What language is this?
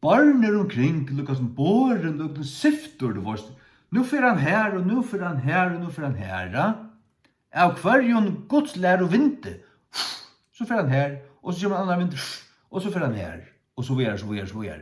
Faroese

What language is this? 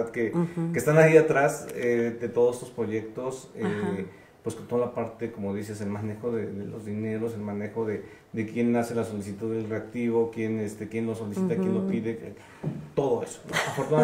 Spanish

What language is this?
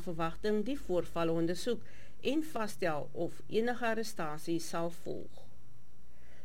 Afrikaans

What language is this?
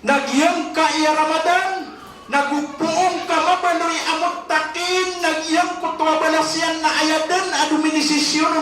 Maranao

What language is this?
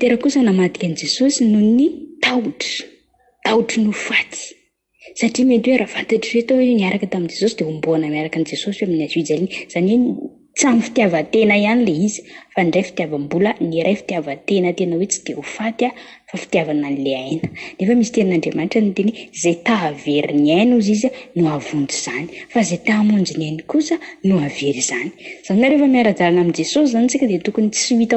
Malagasy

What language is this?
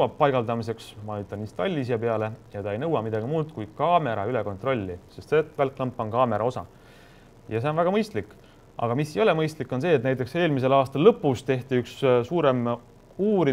Estonian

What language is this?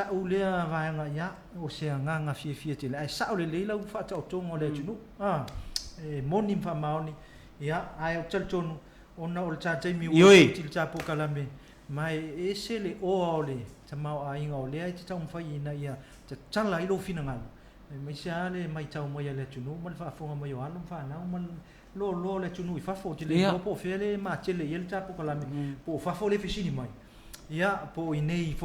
Samoan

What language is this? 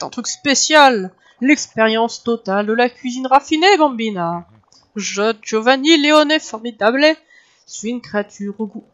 French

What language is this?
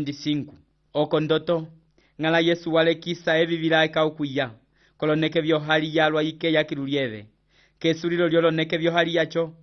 Umbundu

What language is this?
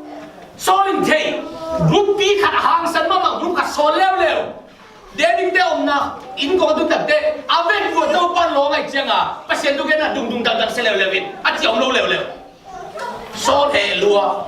Tedim Chin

